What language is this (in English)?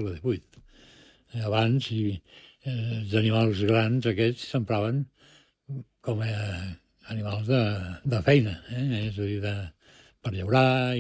Catalan